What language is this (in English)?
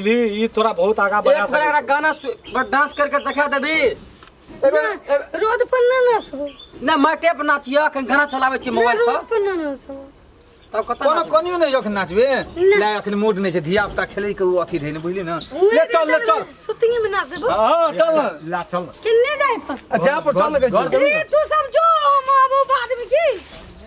Maithili